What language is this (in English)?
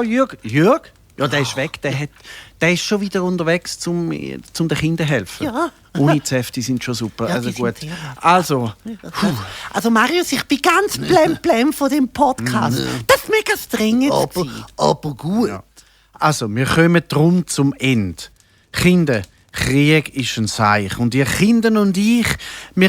Swiss German